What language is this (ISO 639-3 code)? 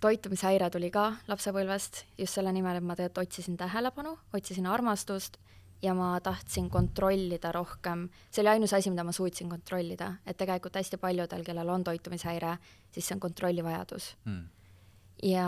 est